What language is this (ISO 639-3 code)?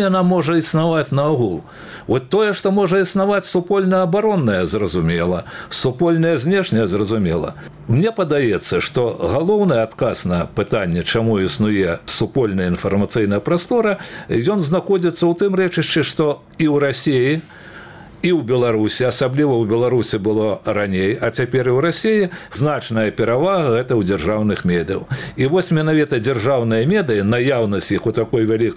bel